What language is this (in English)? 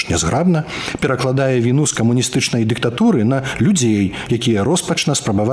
Belarusian